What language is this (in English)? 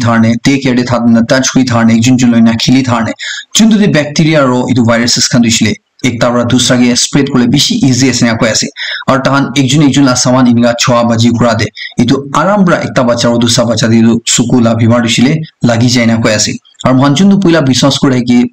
Naga Pidgin